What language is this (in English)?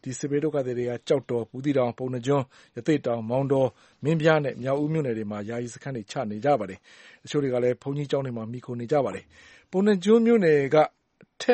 Burmese